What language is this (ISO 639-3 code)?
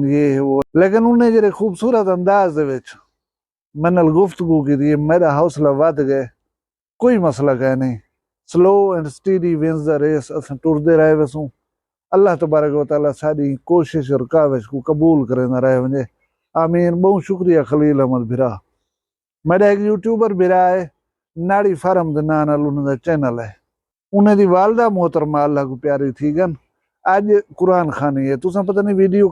skr